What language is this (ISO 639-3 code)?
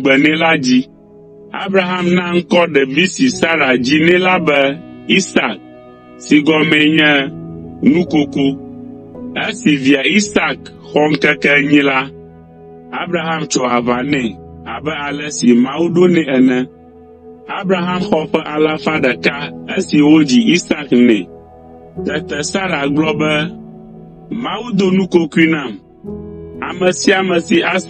ewe